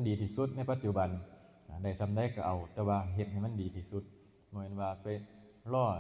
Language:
Northeastern Thai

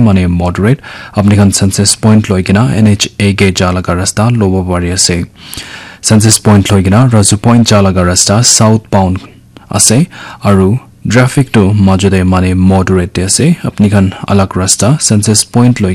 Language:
Naga Pidgin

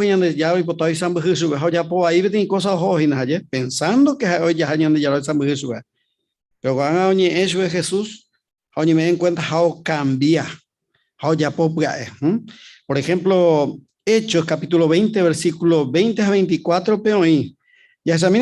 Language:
Guarani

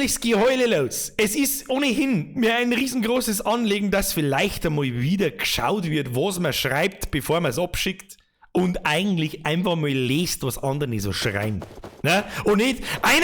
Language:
Bavarian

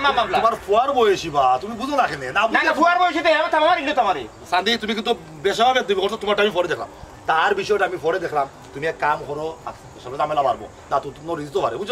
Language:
Sylheti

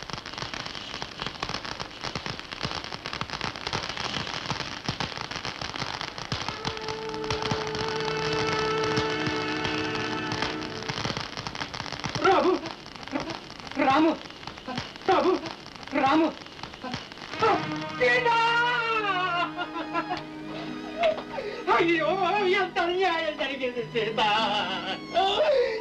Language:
Telugu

